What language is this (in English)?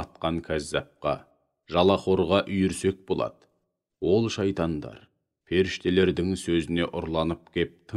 Kazakh